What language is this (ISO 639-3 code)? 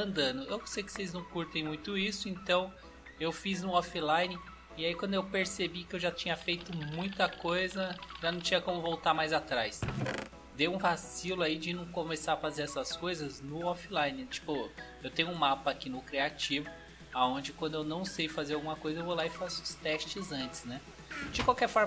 por